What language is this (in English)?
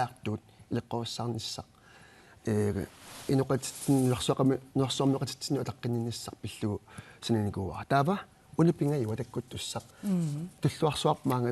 Kalaallisut